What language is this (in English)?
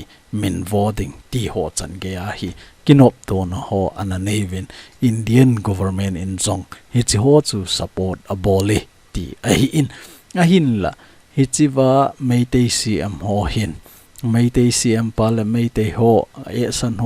Thado Chin